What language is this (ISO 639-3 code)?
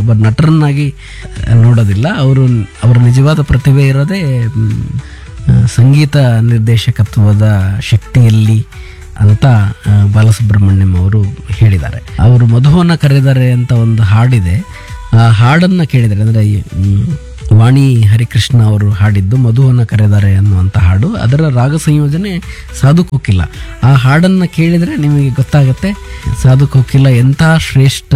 kan